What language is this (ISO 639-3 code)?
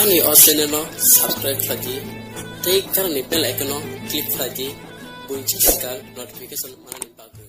trp